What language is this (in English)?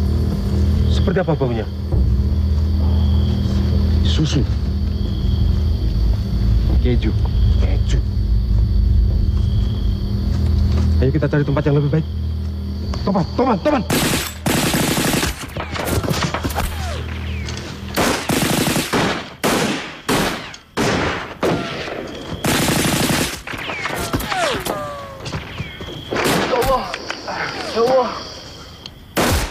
Indonesian